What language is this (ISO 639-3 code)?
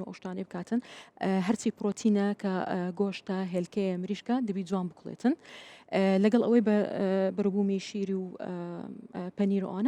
ckb